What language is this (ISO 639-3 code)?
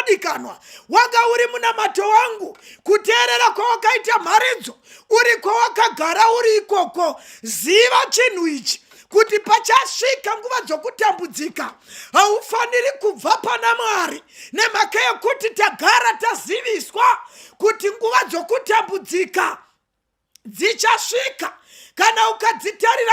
sna